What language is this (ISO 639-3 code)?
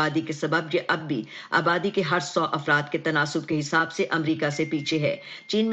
urd